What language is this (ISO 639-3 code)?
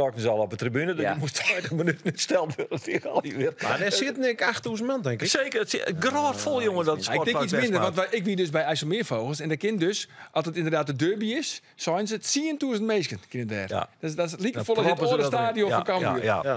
fry